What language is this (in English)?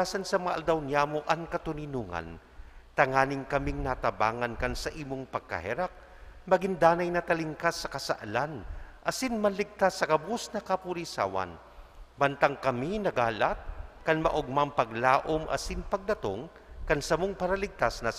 Bikol